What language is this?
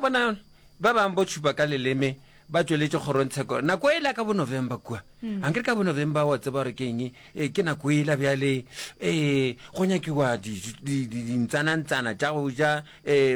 Northern Sotho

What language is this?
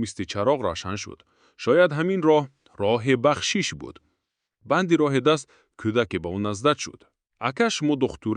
Tajik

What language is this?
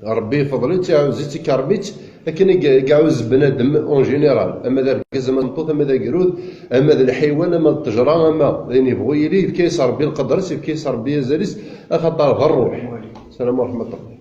Kabyle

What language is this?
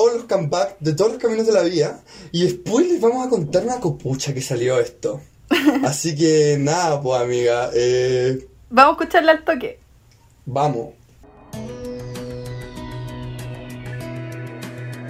Spanish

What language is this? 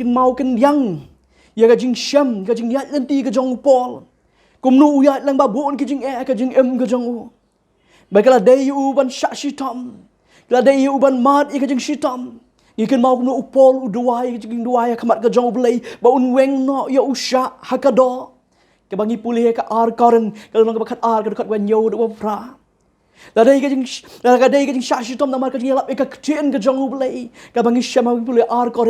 Khasi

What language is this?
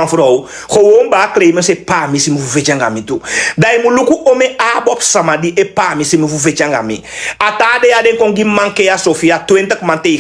Sranan Tongo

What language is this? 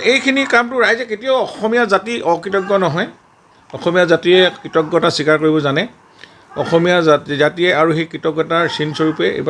Assamese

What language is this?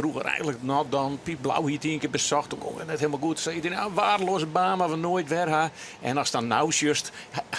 Western Frisian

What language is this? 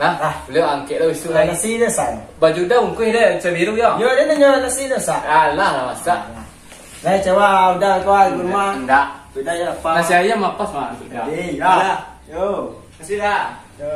Minangkabau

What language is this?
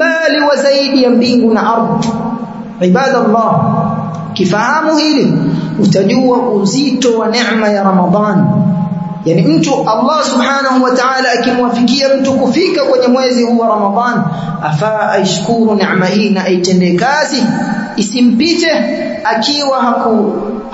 Swahili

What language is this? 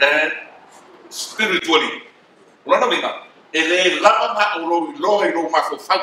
Samoan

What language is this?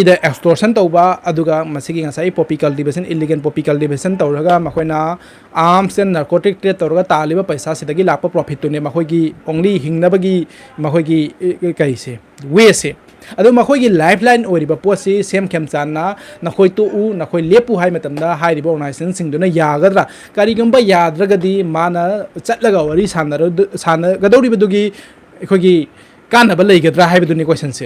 Manipuri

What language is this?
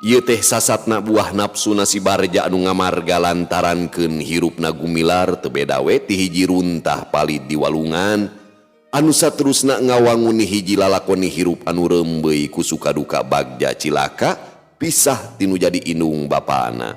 Sundanese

